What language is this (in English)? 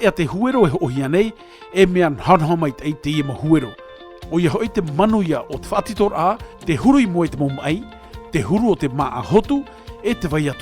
Tahitian